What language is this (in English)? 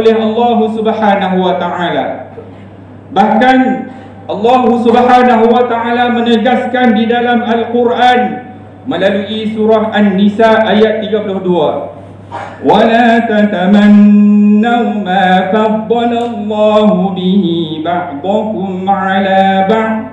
Malay